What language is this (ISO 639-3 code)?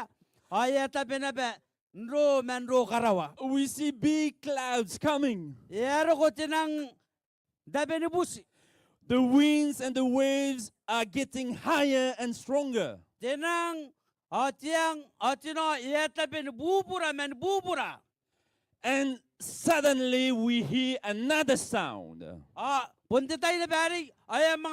gil